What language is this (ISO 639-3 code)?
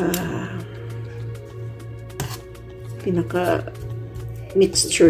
fil